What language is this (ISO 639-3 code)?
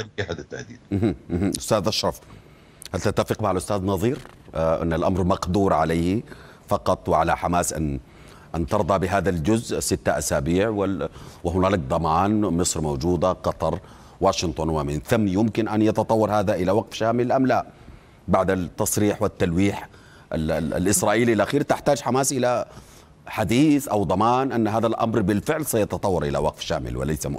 ara